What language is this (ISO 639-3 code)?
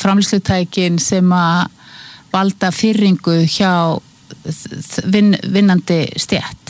isl